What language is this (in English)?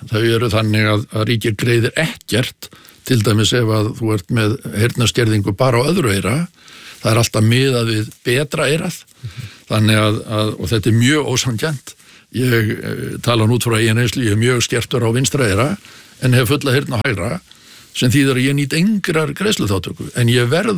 Icelandic